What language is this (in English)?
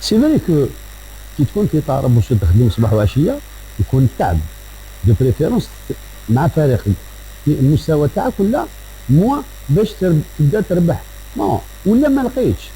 Algerian Arabic